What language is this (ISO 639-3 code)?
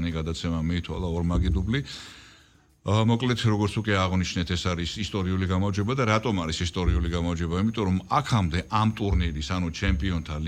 kat